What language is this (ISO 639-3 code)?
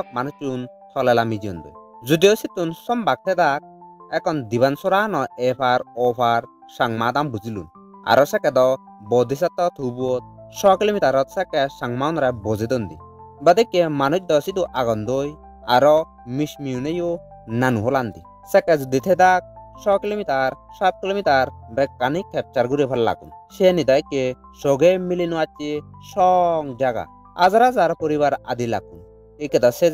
ccp